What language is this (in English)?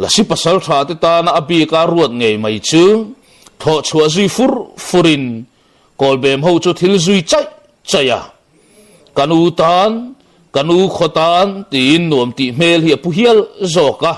Mizo